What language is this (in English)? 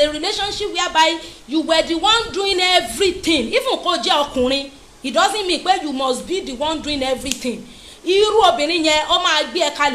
Yoruba